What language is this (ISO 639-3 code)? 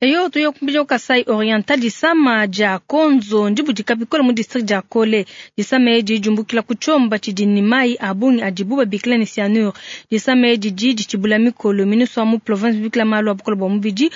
lua